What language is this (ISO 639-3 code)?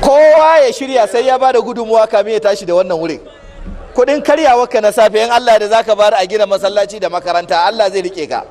hau